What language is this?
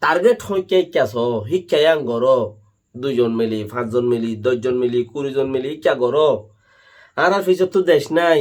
Rohingya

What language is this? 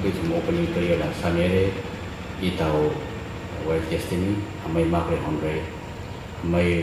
Tangkhul Naga (India)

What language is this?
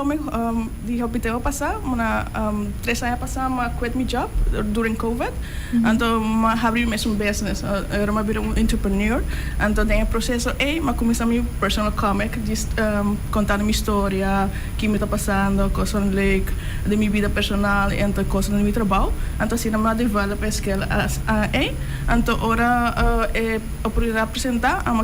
Papiamento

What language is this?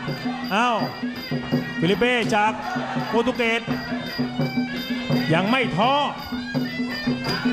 Thai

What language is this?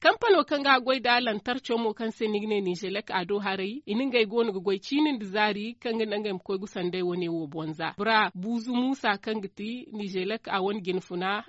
Zarma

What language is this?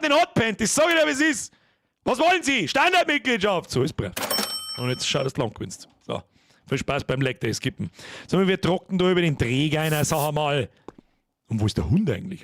Bavarian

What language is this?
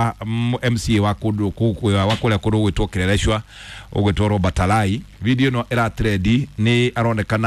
Kikuyu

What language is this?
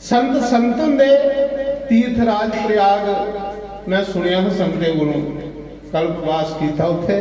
Dogri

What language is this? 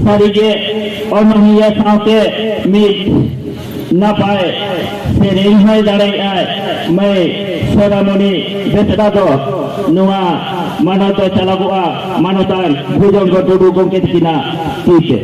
Santali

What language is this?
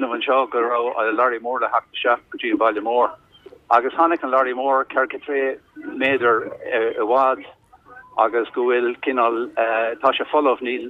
Irish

